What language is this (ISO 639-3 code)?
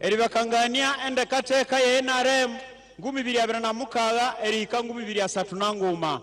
nyn